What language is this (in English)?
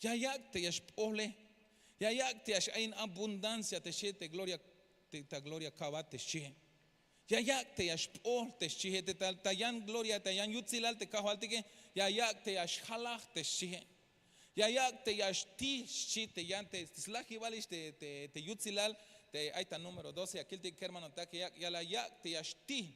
Tzeltal